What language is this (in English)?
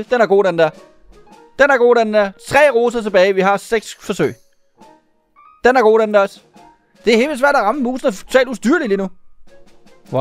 Danish